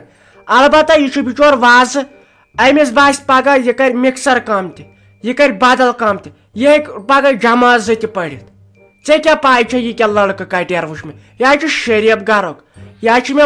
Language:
Kashmiri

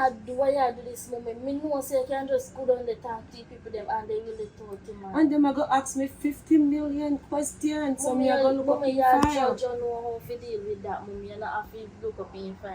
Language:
Jamaican Creole English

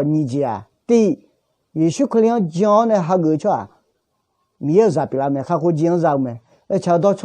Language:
Akha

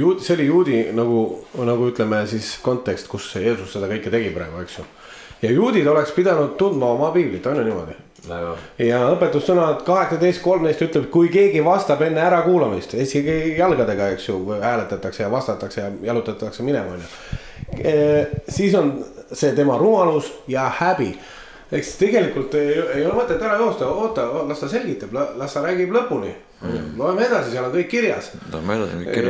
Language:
Estonian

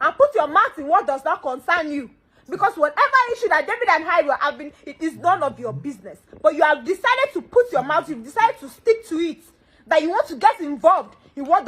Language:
Nigerian Pidgin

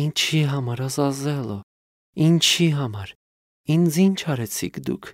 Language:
Armenian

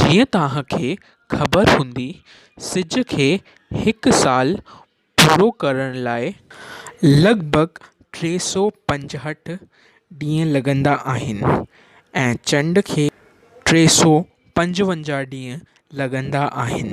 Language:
Sindhi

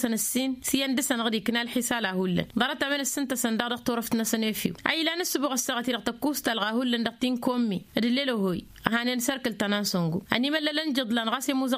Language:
Tamasheq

